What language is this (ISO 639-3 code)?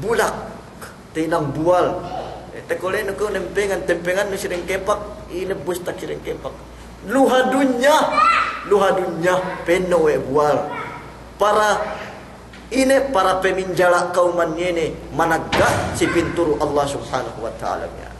yka